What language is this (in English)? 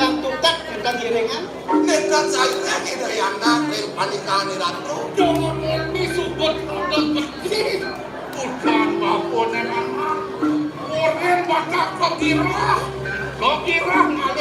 Balinese